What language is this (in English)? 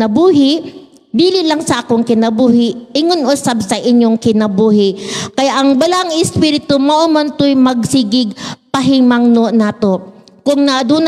Cebuano